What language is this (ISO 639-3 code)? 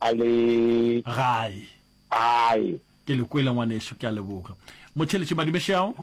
nso